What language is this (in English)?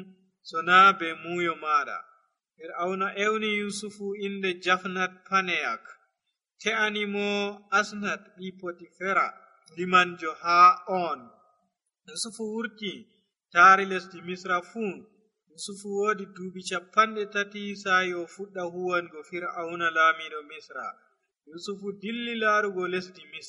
Nigerian Fulfulde